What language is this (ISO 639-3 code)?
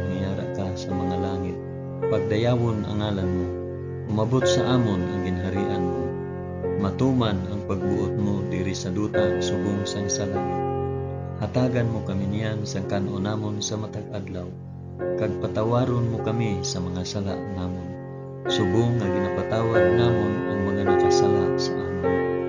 hil